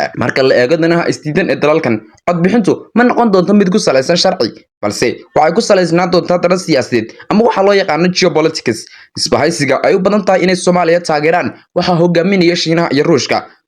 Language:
Somali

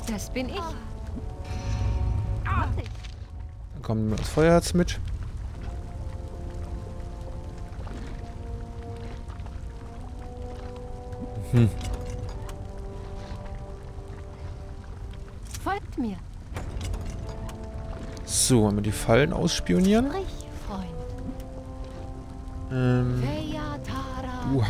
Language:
German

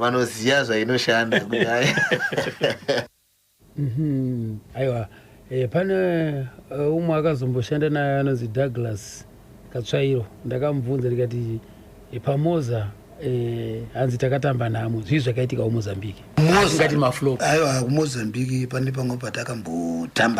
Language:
Shona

